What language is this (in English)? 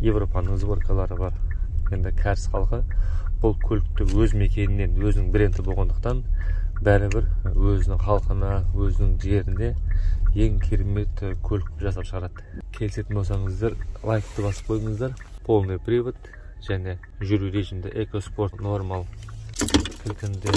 Kazakh